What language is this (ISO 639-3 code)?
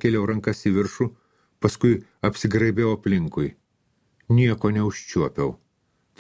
lit